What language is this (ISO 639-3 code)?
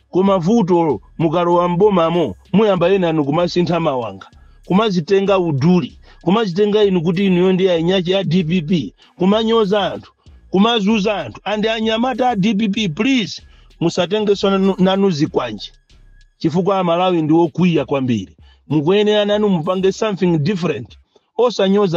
nya